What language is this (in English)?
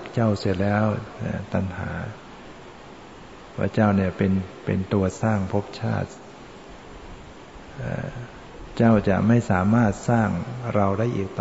Thai